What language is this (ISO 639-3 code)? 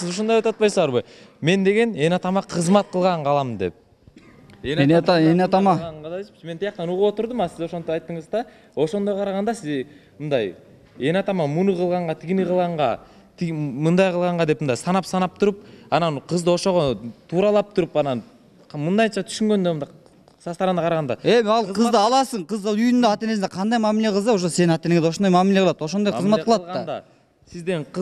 kir